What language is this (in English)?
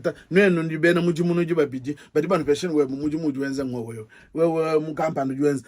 Luba-Lulua